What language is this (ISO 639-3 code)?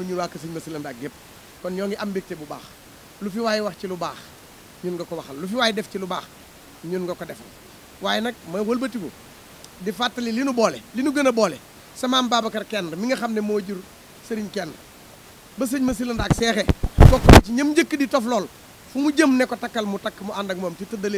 wol